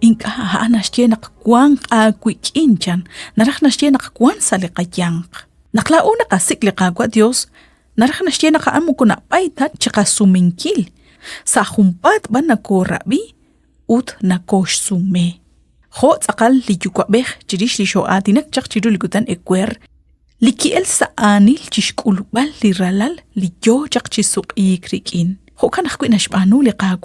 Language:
Kekchí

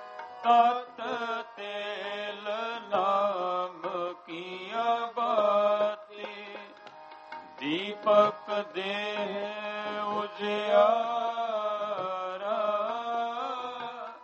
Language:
Punjabi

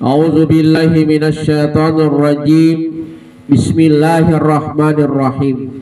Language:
Buginese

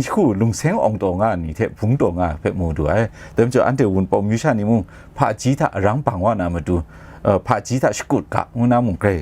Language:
Kachin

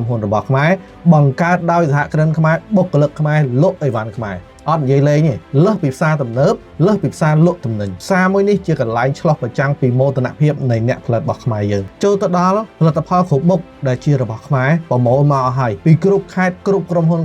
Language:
Khmer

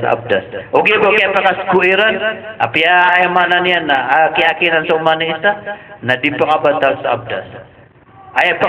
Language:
Maranao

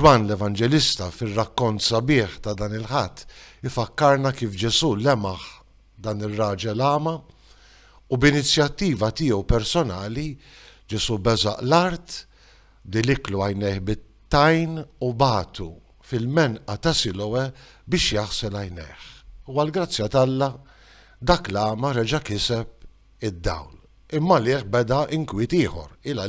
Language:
Maltese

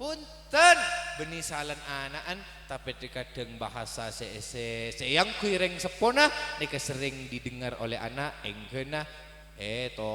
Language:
Madurese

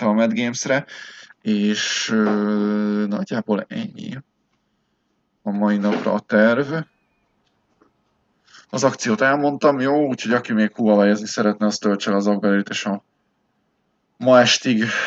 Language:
Hungarian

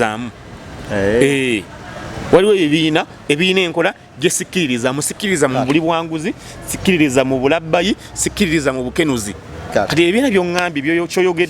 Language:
Ganda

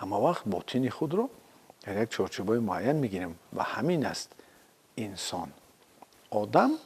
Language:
Tajik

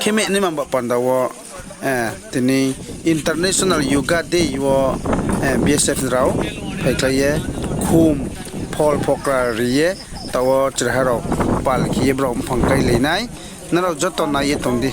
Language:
Riang (India)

